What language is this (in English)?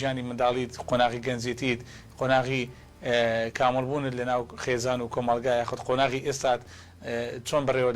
Central Kurdish